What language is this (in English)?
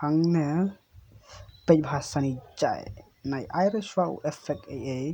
Khasi